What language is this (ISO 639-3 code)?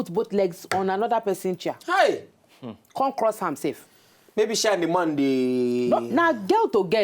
pcm